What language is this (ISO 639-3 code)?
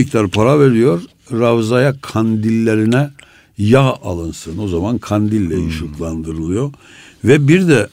tur